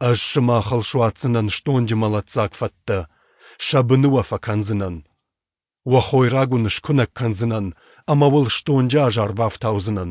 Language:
Ossetic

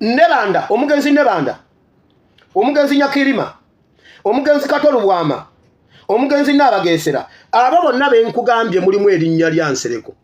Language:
Ganda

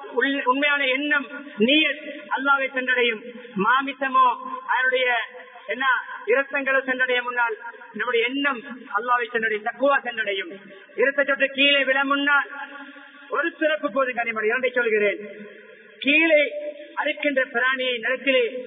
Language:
Tamil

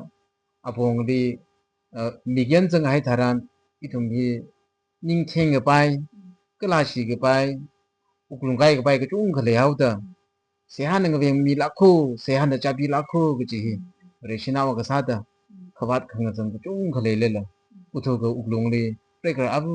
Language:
Tangkhul Naga (India)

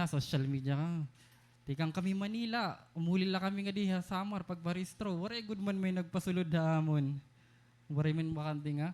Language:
Waray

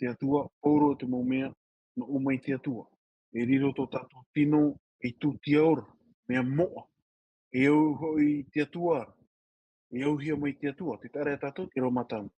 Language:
Tahitian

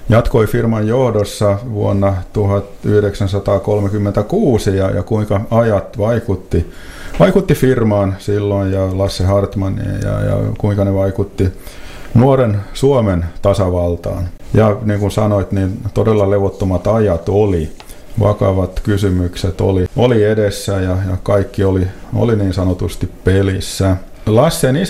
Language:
Finnish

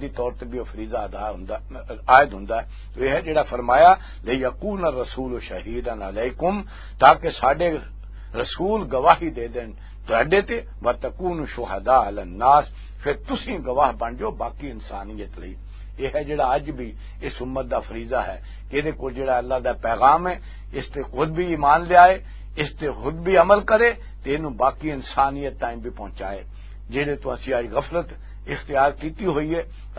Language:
Western Panjabi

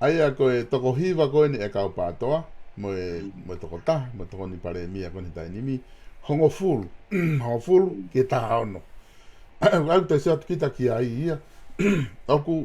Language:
Tongan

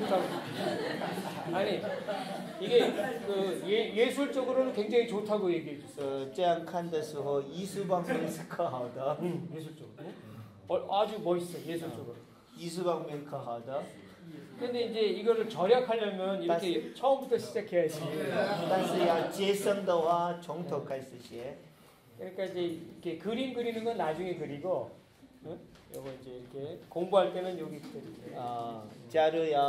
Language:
Korean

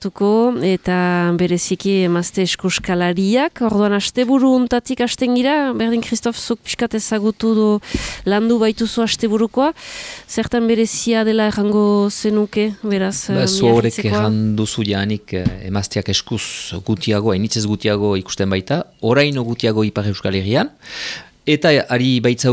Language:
Basque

